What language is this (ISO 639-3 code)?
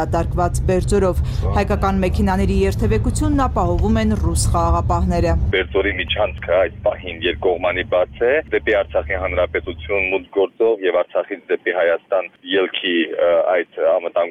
hye